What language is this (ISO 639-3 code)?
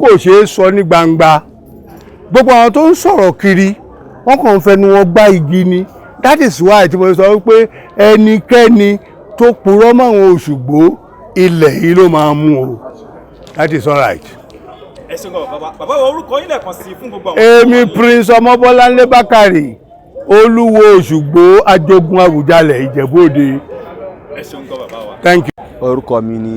yor